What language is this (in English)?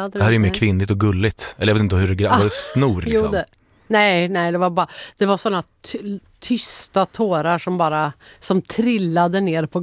Swedish